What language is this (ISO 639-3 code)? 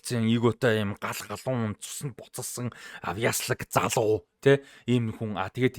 mon